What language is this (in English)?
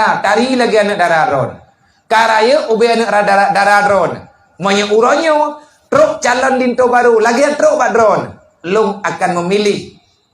Achinese